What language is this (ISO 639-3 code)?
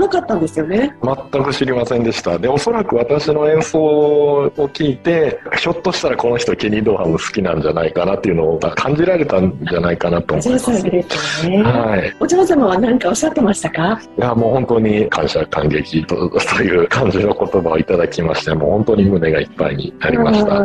jpn